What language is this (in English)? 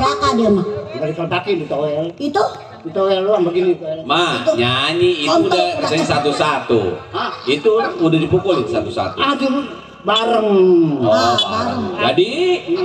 Betawi